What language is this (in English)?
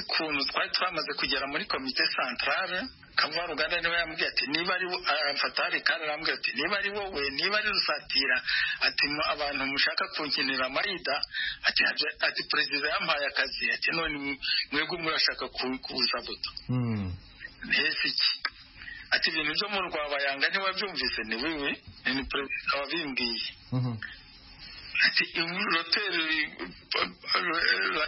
Kinyarwanda